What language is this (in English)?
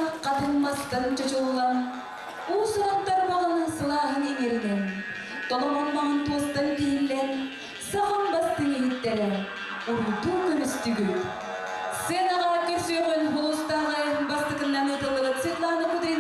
Yakut